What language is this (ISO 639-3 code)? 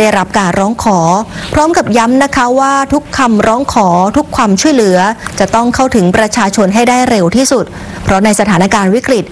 tha